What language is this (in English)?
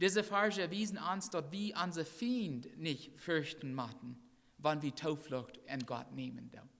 Plautdietsch